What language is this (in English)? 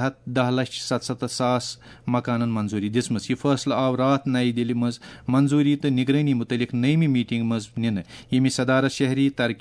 Kashmiri